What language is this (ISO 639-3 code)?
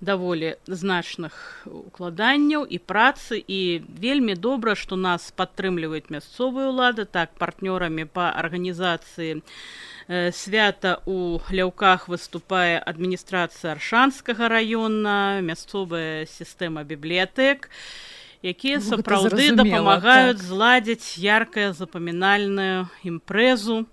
bel